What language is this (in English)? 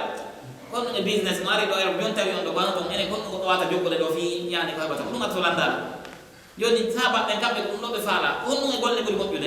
Pular